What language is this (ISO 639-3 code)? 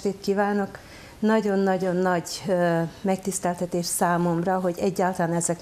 hun